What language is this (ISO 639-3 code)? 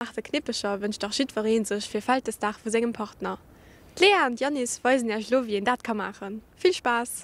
ltz